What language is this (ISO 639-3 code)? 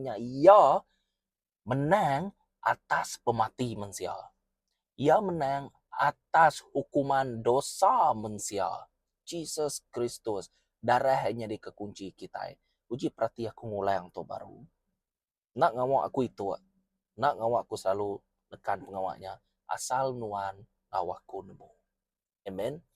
iba